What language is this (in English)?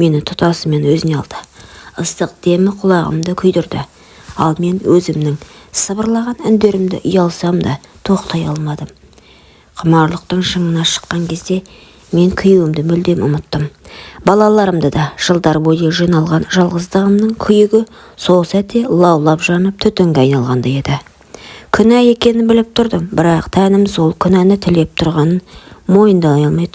Kazakh